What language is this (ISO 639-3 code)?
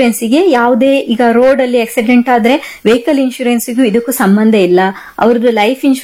kan